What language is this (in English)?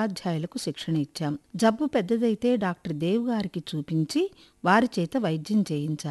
Telugu